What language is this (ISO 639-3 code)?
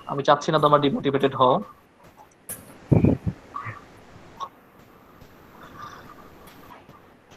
ben